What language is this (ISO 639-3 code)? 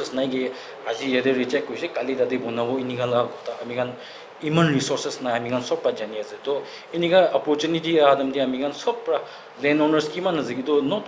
nag